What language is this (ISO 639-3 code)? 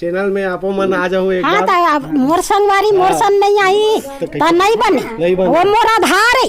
hne